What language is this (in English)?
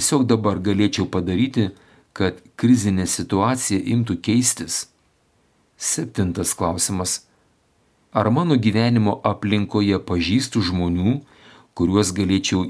Lithuanian